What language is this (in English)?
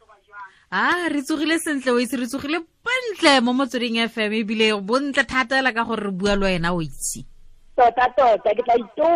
Tswana